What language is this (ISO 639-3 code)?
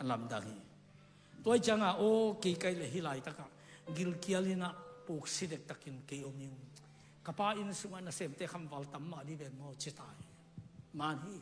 ctd